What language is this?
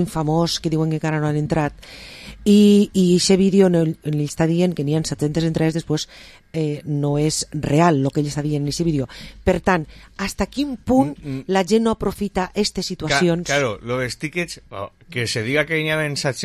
Catalan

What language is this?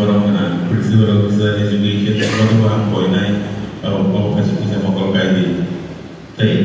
Kok Borok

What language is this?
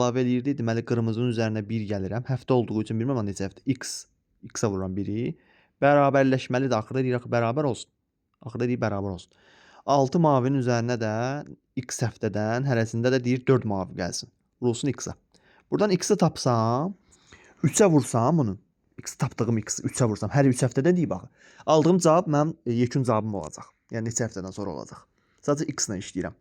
Azerbaijani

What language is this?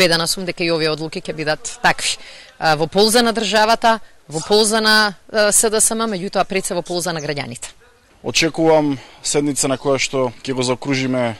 Macedonian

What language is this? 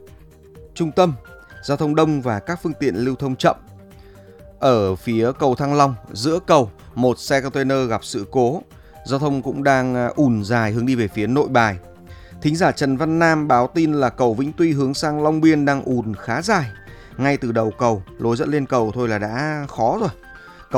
Vietnamese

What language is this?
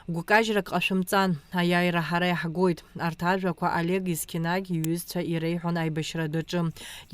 Abkhazian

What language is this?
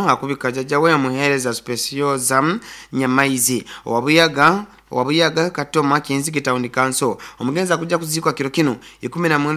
Nyoro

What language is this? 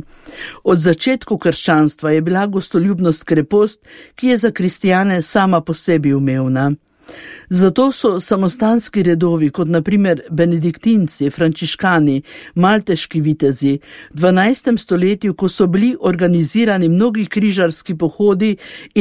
Slovenian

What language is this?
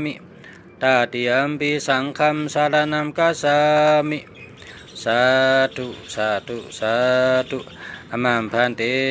Shan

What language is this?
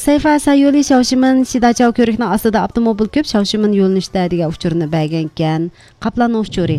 Uyghur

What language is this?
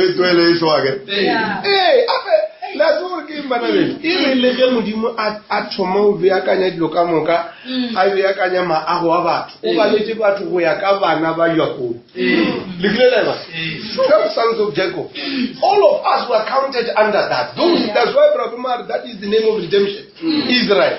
Northern Sotho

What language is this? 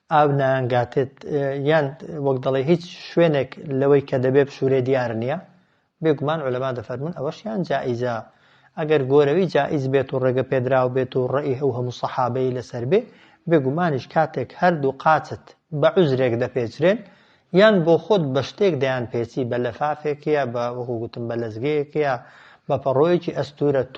Central Kurdish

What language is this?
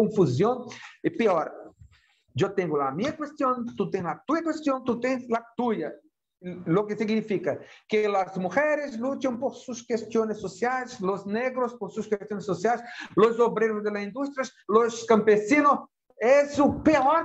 Portuguese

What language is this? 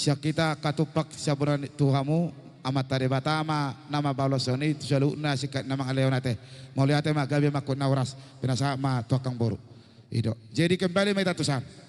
Batak Toba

